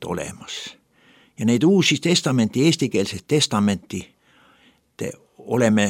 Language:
Estonian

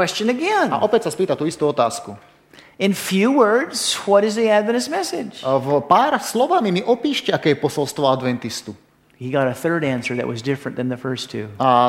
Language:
Slovak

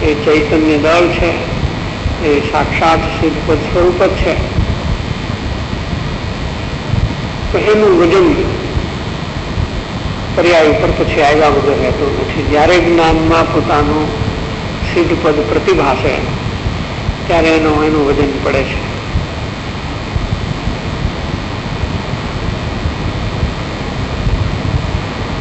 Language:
Gujarati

